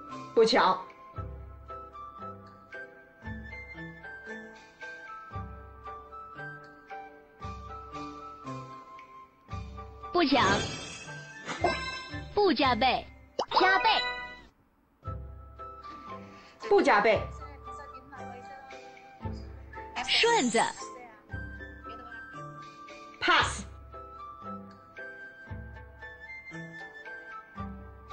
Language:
Chinese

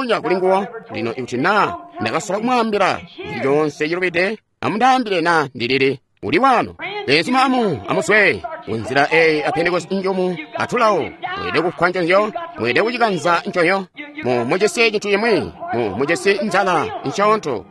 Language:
Tonga (Zambia)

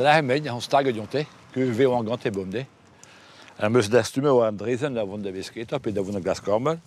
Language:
Breton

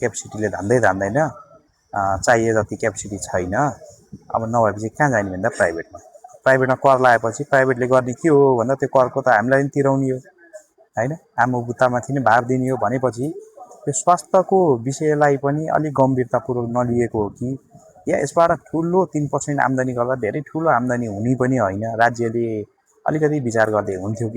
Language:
Nepali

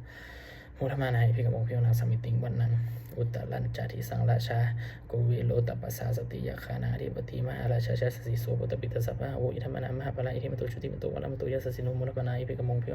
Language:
Pali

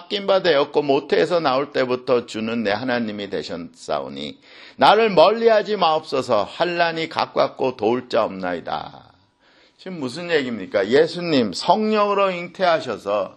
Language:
Korean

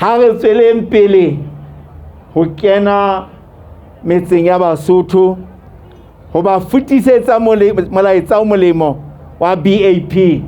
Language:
Southern Sotho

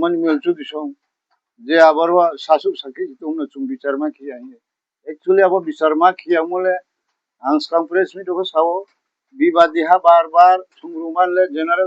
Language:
Riang (India)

